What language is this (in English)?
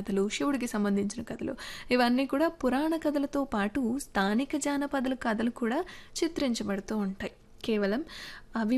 Telugu